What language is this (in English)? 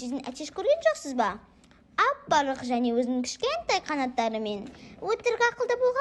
Kazakh